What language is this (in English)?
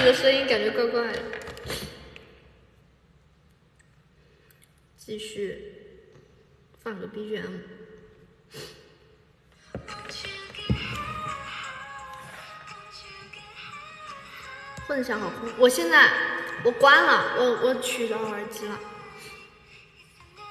Chinese